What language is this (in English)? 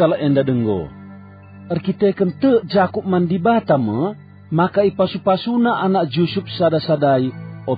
Batak Karo